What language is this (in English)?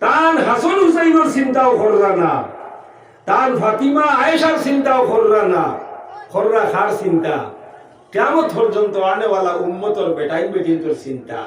Sylheti